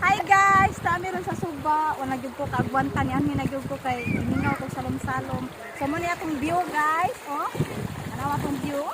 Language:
Cebuano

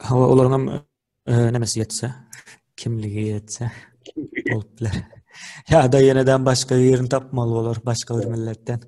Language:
Turkmen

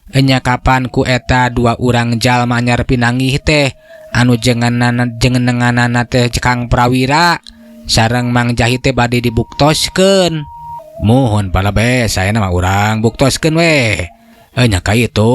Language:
Sundanese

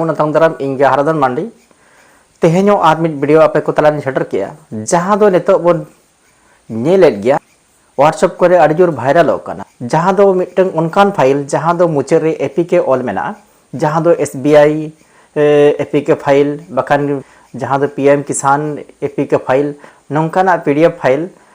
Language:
Santali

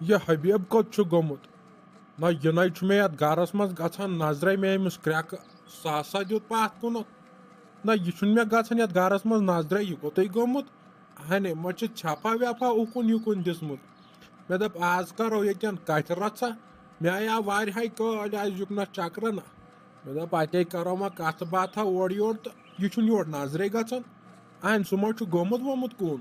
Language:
Kashmiri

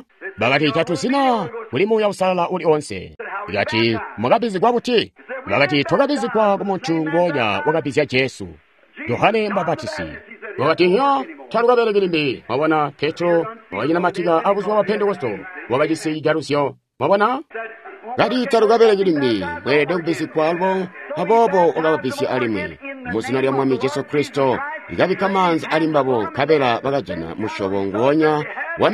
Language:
Tonga (Zambia)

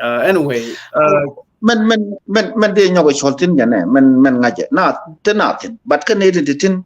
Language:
Nuer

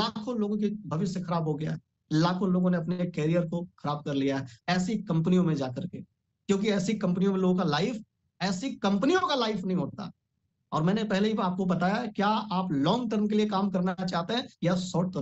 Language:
Hindi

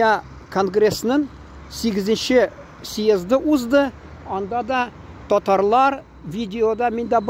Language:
Tatar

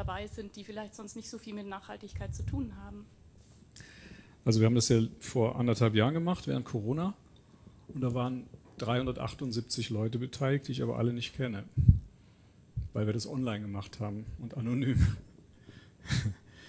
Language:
German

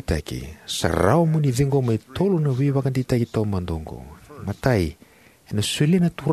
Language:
Fijian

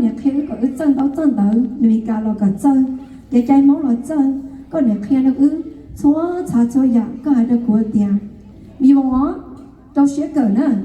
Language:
Hmong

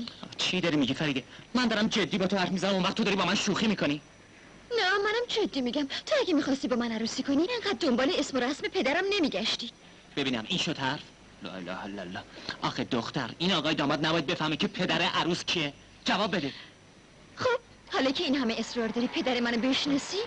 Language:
Persian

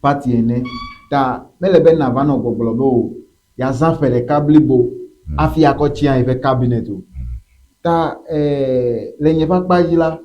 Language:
Ewe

